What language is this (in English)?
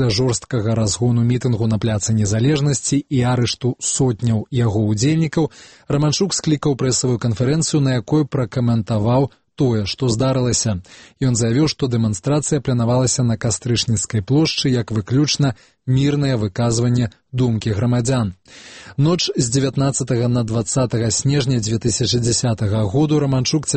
Belarusian